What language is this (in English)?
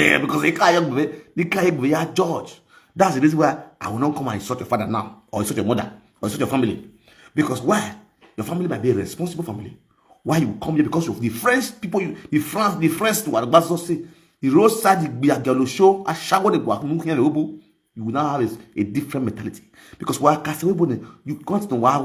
Nigerian Pidgin